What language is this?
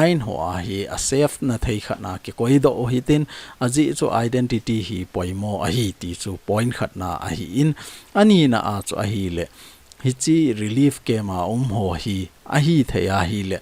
Thado Chin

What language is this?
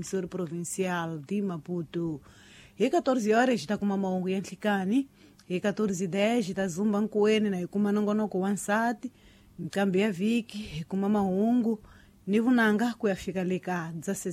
Tsonga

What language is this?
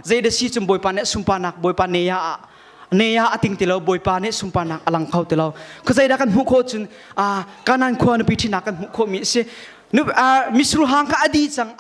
Hakha Chin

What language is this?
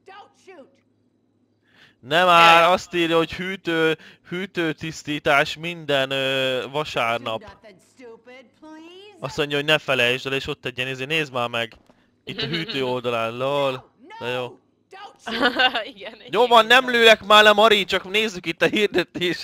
Hungarian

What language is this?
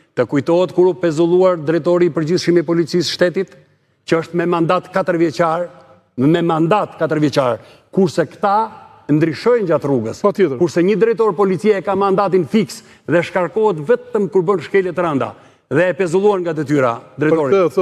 Albanian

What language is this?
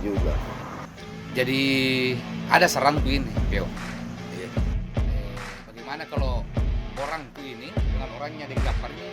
Makassar Malay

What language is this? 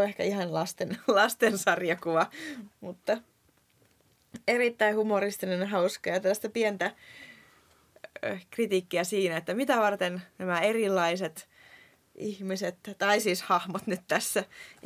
Finnish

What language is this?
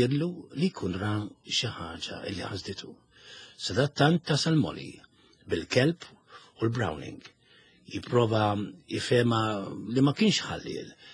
Maltese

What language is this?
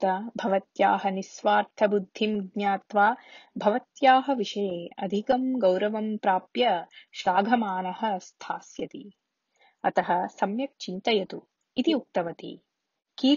Sanskrit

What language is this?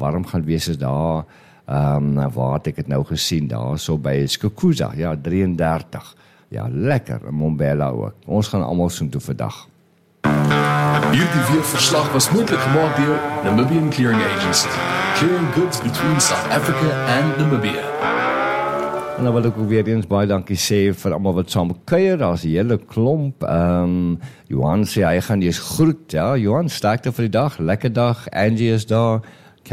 Afrikaans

